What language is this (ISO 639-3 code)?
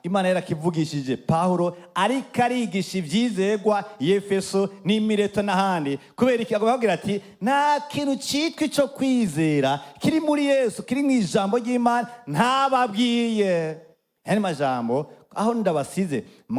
run